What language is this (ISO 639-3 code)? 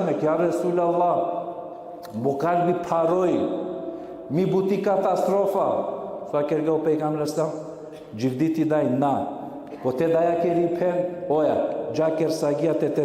rmn